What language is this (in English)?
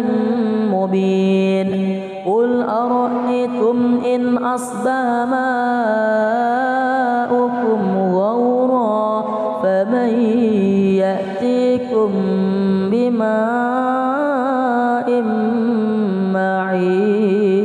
Arabic